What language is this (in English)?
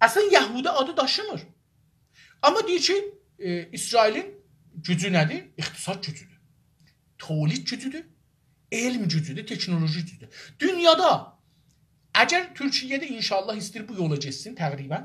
South Azerbaijani